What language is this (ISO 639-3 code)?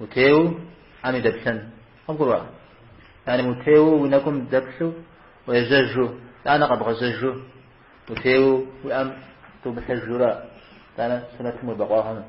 kbd